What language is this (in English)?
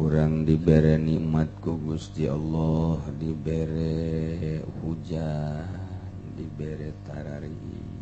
Sundanese